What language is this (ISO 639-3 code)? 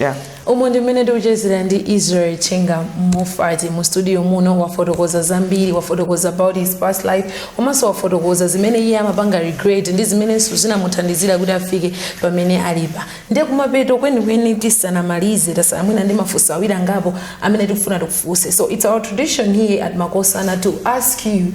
nya